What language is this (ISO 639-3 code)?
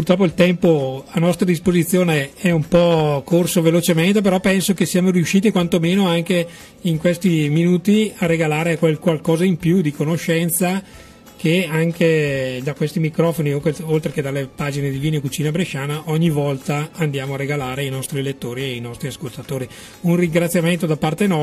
ita